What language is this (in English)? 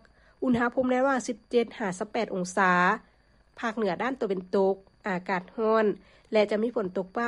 Lao